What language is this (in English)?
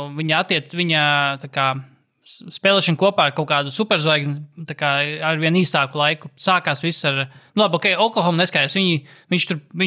Latvian